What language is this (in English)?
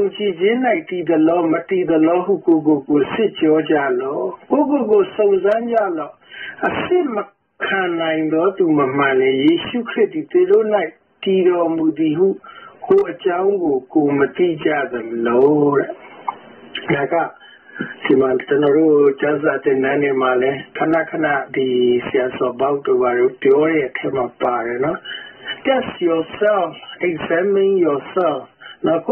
Burmese